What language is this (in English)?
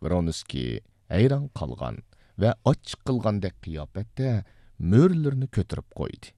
Uyghur